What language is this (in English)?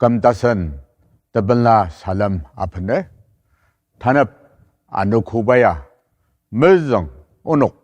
Ao Naga